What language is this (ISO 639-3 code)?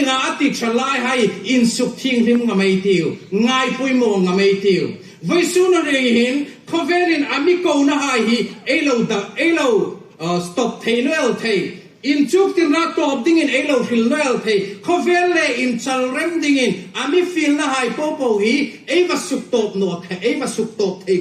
hmr